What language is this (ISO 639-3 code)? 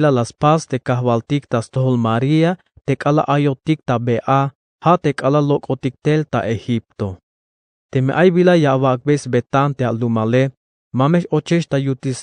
tzh